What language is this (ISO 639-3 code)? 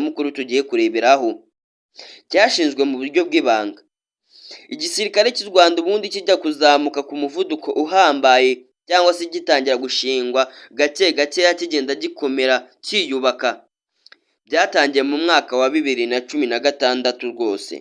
kin